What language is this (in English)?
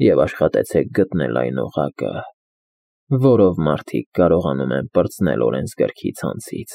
Armenian